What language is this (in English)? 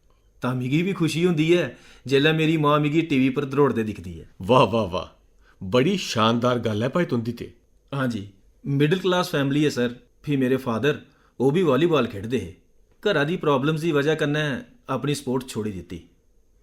Dogri